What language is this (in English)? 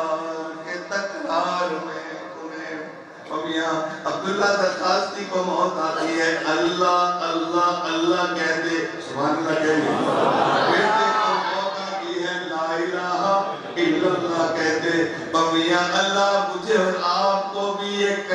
Urdu